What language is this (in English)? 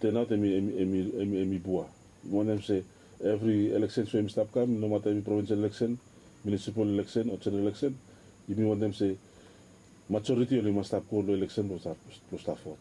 Bislama